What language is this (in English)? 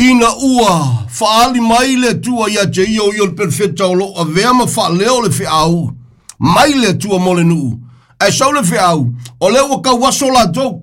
Samoan